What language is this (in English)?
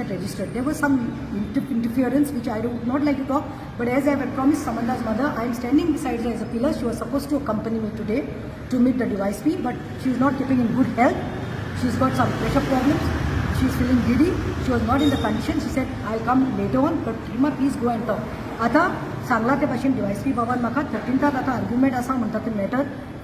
Konkani